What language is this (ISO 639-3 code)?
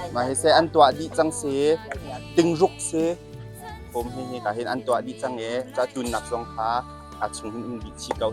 cnh